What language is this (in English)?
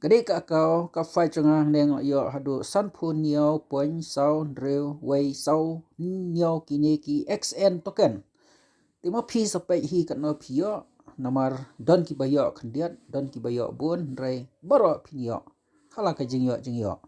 Khasi